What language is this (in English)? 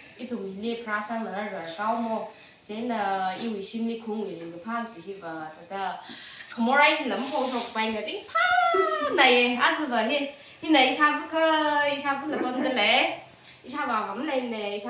Tangkhul Naga (India)